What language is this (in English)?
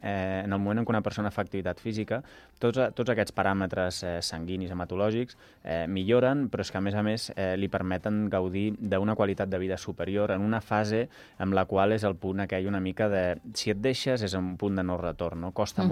Catalan